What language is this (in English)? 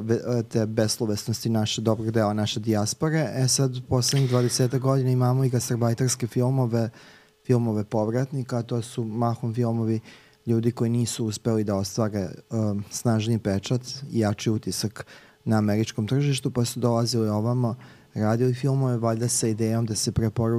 Serbian